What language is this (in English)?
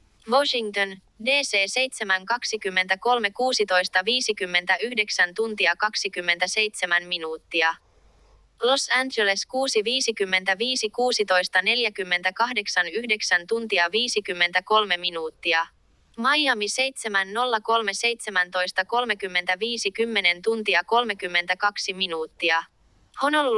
Finnish